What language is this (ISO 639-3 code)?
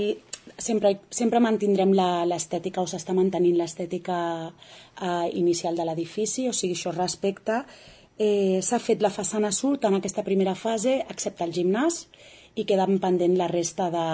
cat